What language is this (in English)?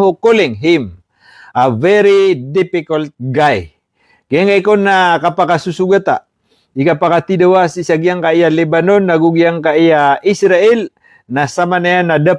Maranao